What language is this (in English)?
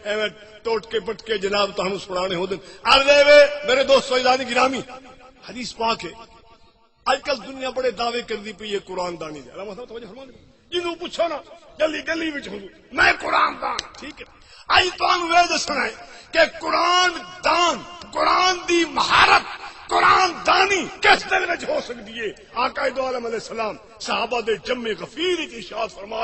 Saraiki